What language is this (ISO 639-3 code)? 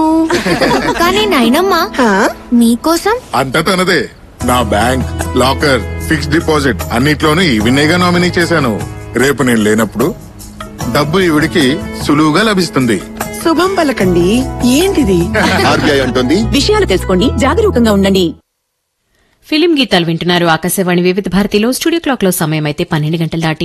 tel